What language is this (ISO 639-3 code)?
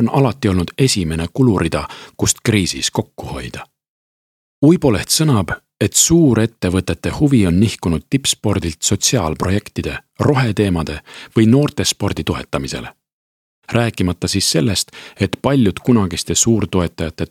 est